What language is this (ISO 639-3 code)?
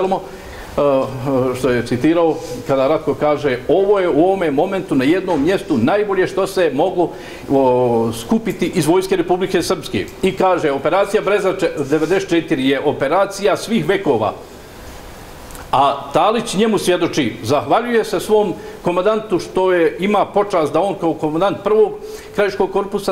bos